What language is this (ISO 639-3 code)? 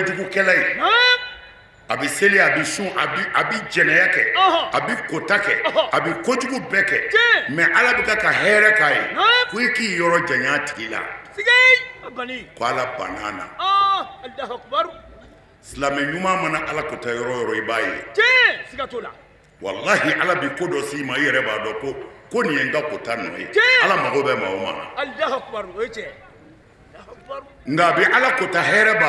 bam